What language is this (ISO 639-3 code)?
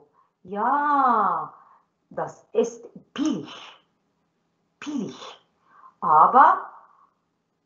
arz